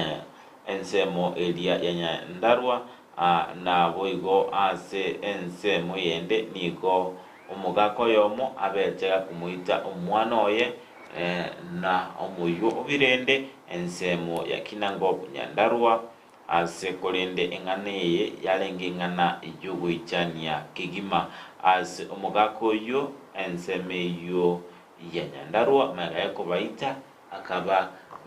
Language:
Gusii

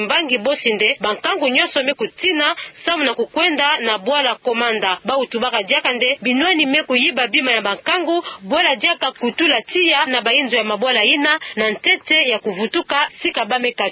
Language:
Kituba (Democratic Republic of Congo)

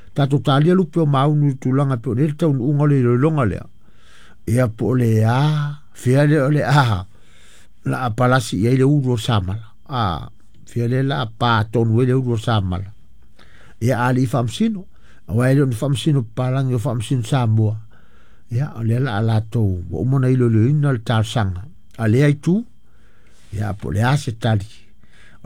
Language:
Samoan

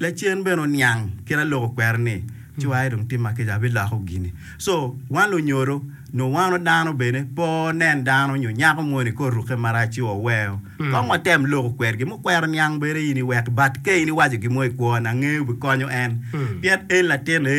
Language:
Acoli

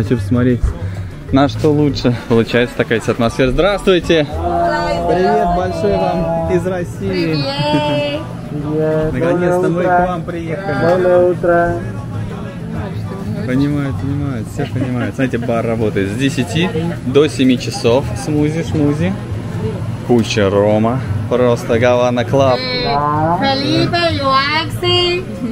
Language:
Russian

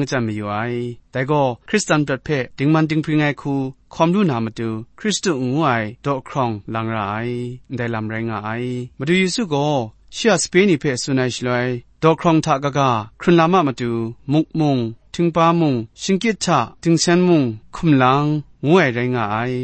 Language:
Kachin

